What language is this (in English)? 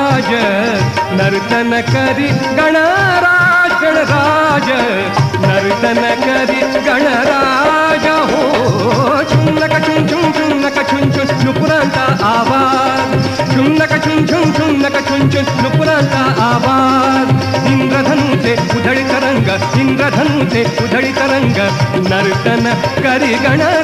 Marathi